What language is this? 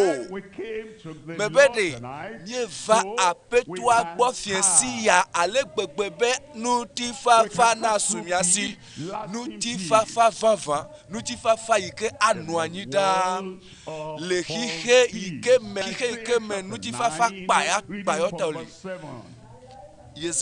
Ewe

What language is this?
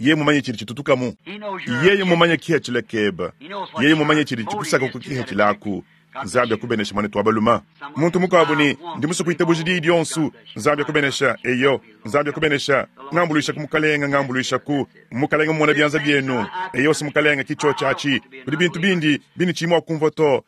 Luba-Lulua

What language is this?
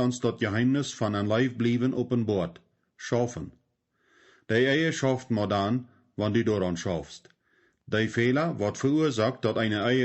Plautdietsch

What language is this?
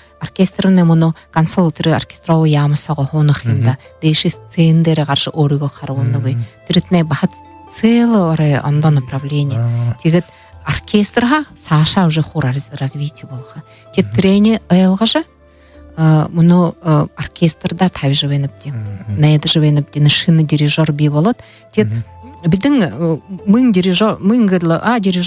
Buriat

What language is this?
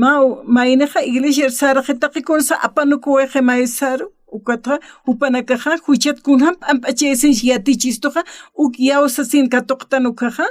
Aymara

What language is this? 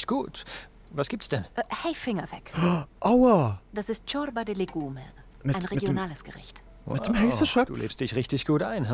Swiss German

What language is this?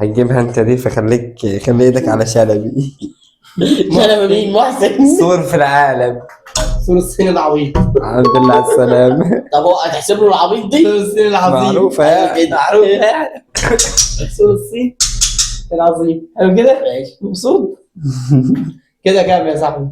Egyptian Arabic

